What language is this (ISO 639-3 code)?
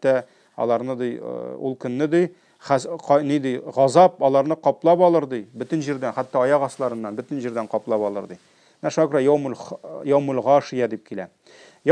tat